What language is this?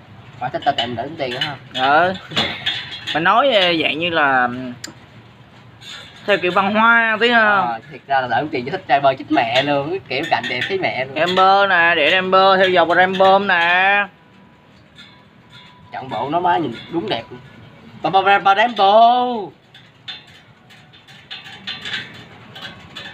Vietnamese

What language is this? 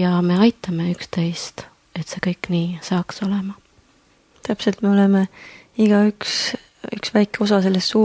Estonian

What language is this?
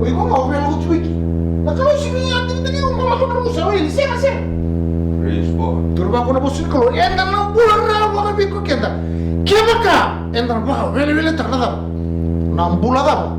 Fijian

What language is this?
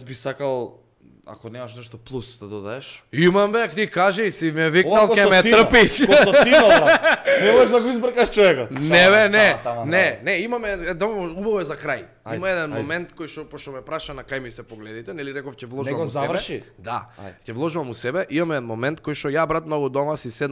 Macedonian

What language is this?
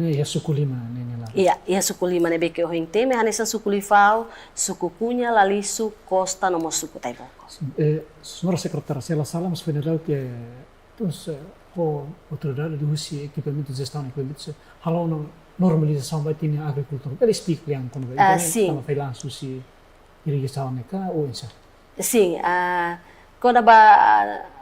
Tetum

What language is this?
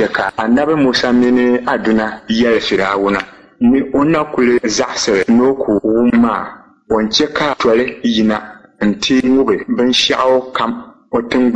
Dagbani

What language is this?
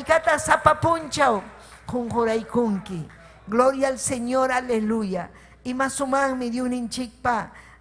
Ayacucho Quechua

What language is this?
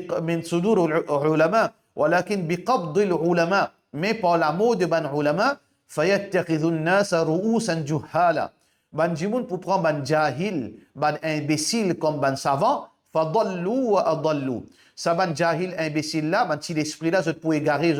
Morisyen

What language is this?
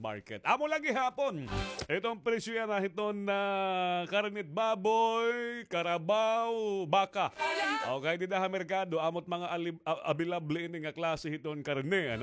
Waray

